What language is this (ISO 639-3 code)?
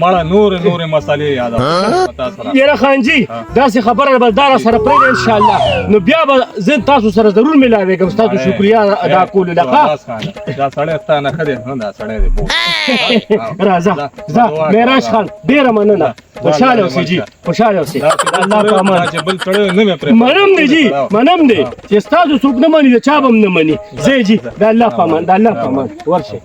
pus